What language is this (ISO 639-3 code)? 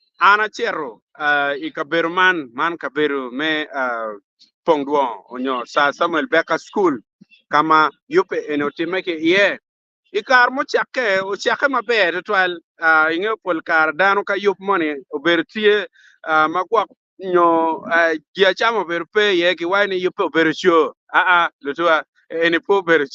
ach